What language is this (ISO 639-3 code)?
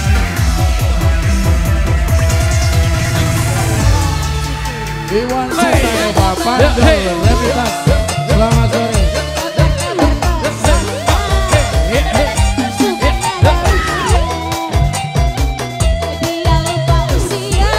ind